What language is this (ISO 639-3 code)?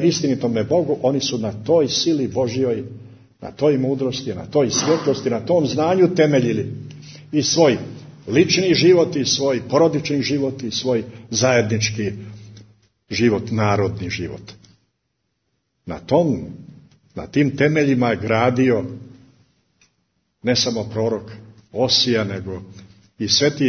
srp